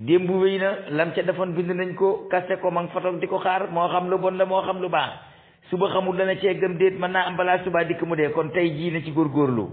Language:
Wolof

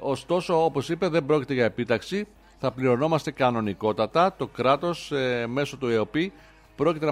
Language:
Greek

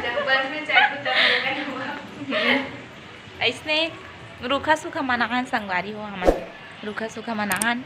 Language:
Chhattisgarhi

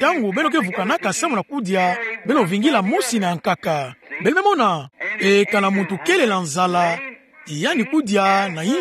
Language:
Kituba (Democratic Republic of Congo)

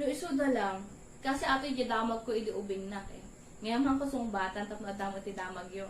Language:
Iloko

